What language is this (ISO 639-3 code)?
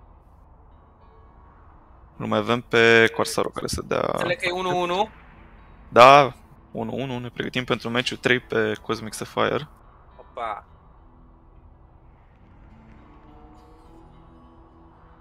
ron